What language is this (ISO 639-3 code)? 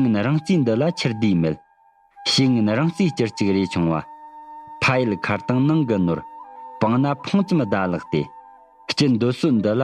bod